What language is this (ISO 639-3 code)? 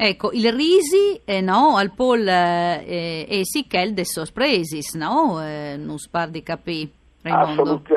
fur